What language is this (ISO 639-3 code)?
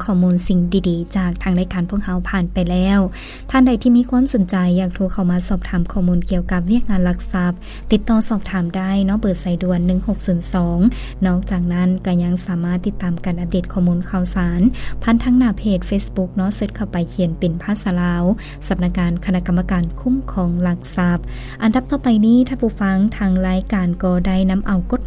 lao